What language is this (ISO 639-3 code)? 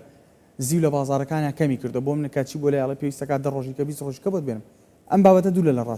ckb